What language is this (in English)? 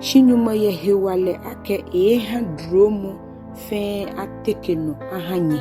Ga